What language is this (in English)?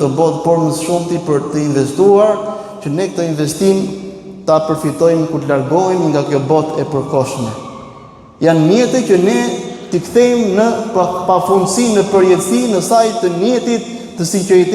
Albanian